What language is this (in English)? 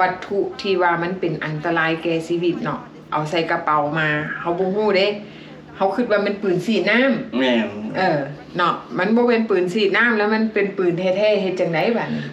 Lao